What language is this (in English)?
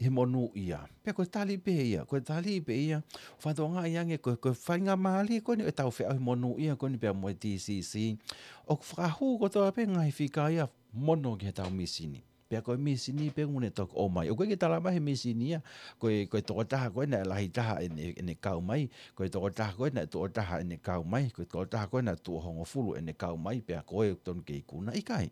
Tongan